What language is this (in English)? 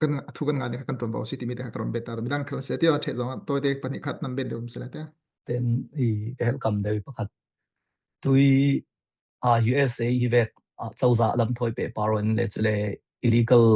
Falam Chin